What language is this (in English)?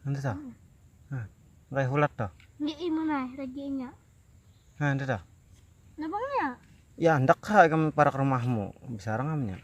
Banjar